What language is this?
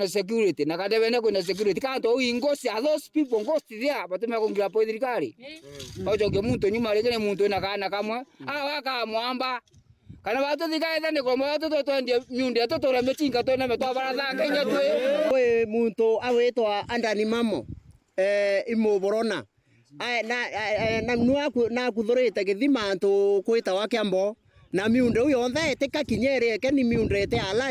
Meru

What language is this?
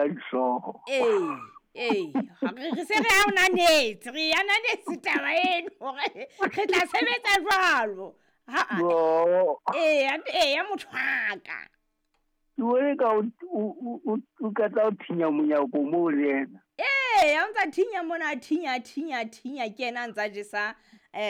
Southern Sotho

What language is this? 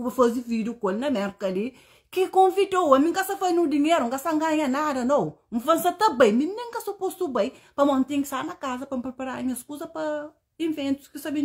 Kabuverdianu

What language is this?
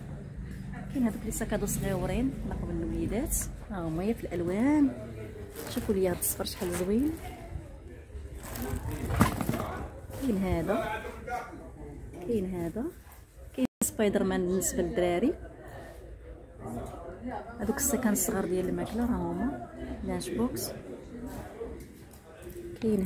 Moroccan Arabic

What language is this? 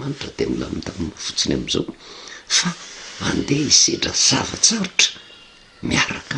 Malagasy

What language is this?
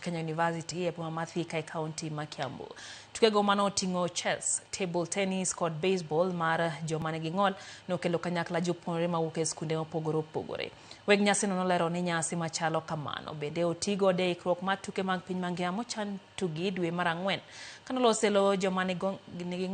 Luo (Kenya and Tanzania)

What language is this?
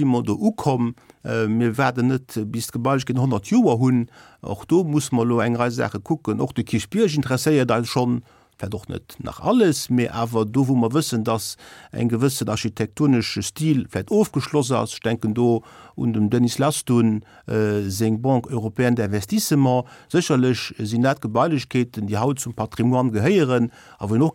Luxembourgish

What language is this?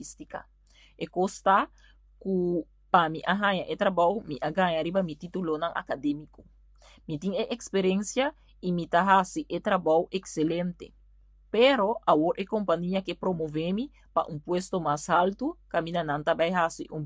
Papiamento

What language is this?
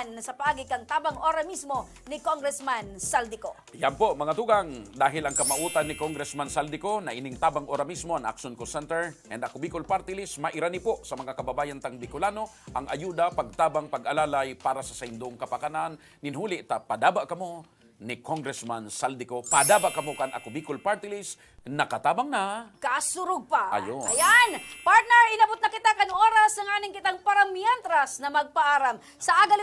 Bikol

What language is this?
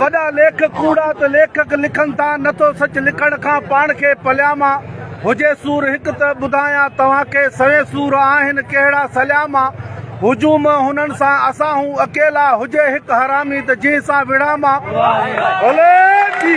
Sindhi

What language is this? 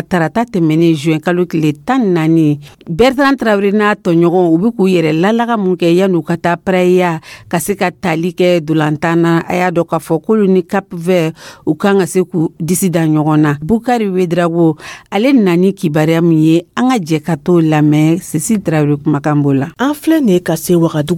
Dyula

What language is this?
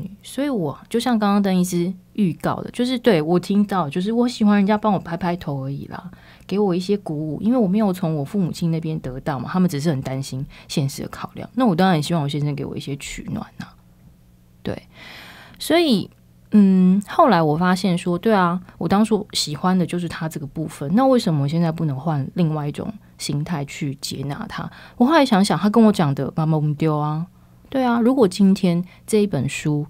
Chinese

